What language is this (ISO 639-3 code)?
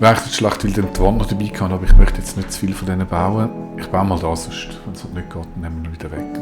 gsw